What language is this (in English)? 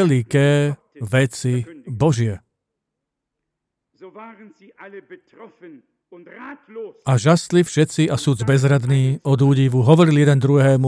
Slovak